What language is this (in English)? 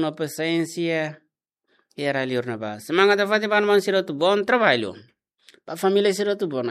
Tetum